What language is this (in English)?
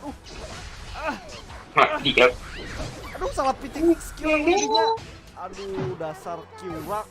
Banjar